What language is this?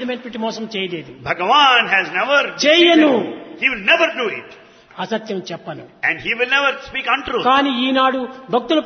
Telugu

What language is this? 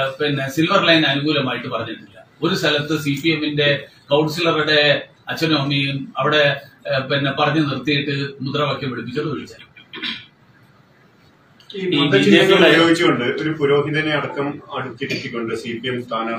Malayalam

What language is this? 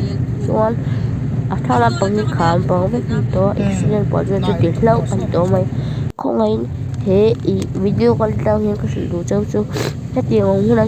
Mizo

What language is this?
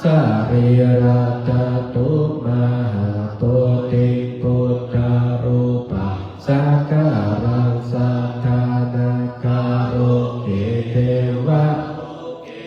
Pali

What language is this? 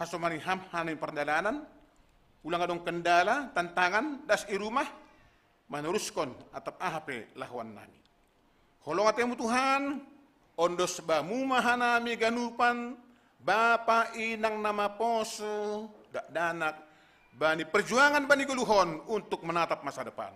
Batak Simalungun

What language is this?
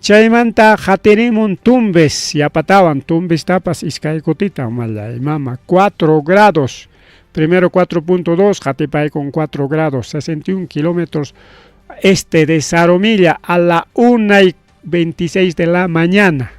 Ayacucho Quechua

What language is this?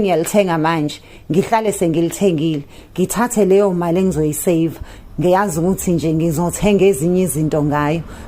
Zulu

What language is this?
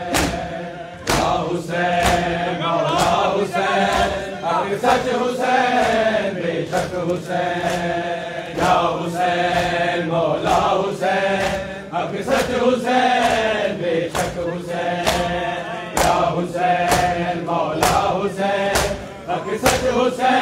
Urdu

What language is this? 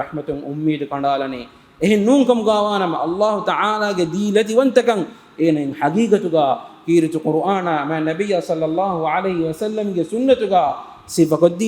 Divehi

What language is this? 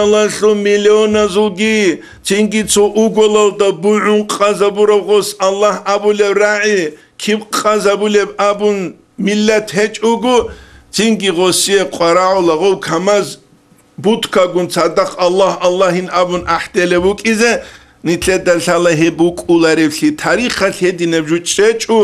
Avaric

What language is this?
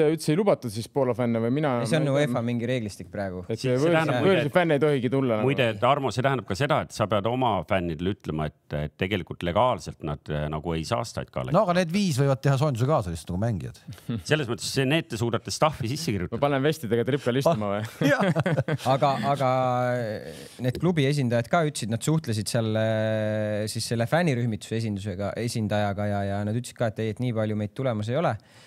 Estonian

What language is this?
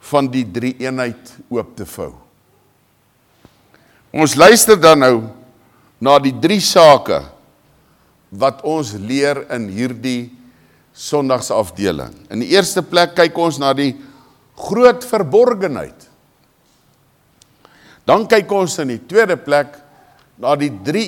Afrikaans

